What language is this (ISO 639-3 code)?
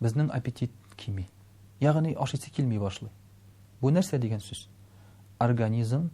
tat